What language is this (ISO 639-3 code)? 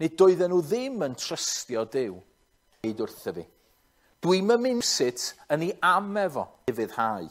cym